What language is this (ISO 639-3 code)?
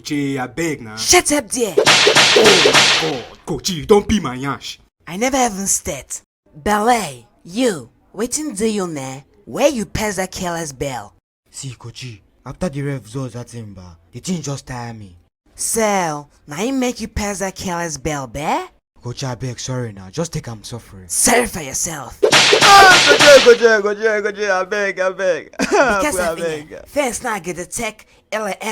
pcm